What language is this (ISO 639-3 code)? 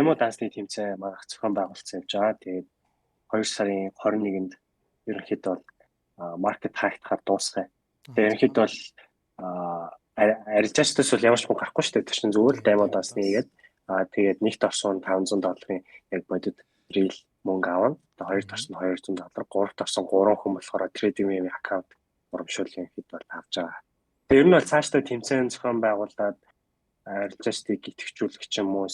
mon